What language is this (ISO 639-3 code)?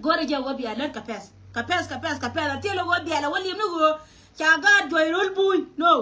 nus